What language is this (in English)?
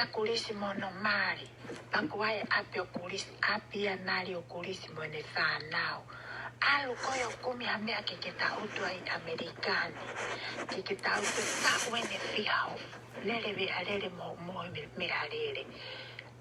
Tongan